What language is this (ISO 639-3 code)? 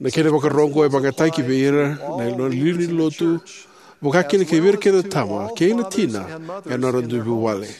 fij